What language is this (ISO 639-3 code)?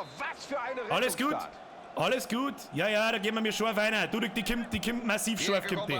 bar